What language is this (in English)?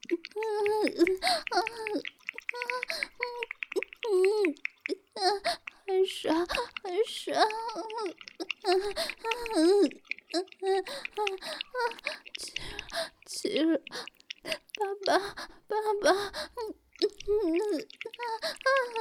Chinese